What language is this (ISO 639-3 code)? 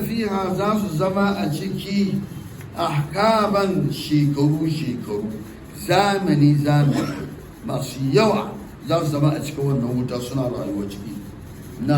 hau